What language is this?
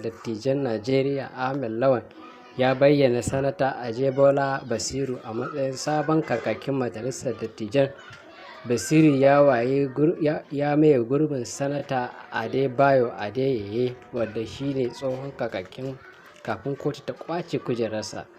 Hausa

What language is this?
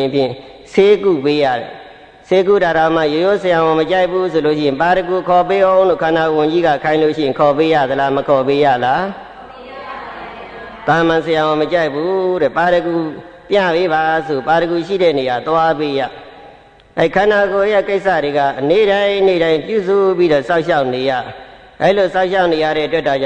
Burmese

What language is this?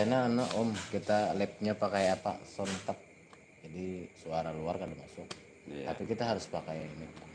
Banjar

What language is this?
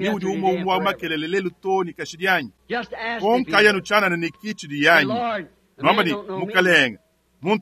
Luba-Lulua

